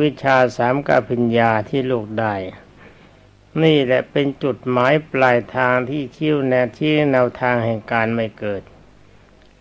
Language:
Thai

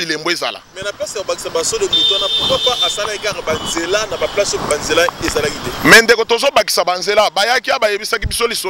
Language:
Lingala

